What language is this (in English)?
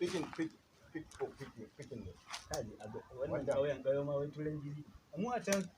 Hausa